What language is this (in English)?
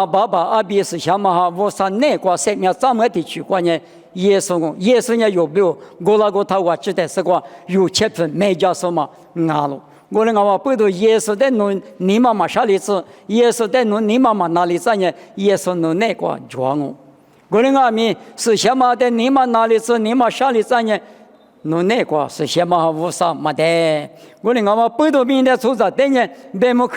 Lisu